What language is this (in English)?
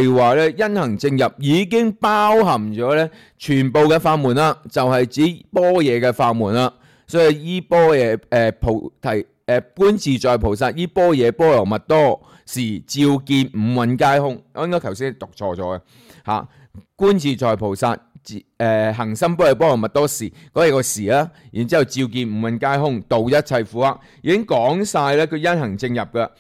Cantonese